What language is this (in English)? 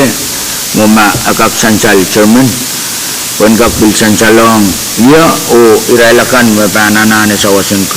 Pohnpeian